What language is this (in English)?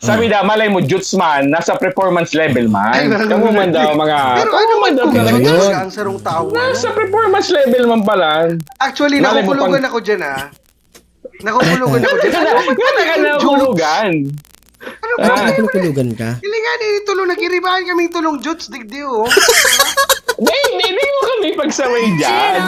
Bikol